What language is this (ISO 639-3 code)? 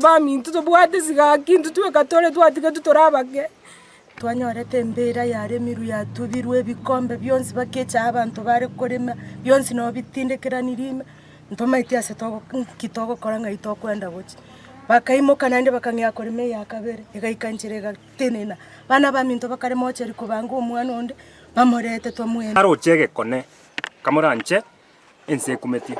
guz